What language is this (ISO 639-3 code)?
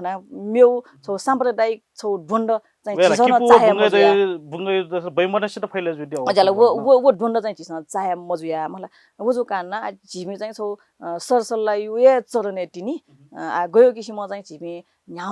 new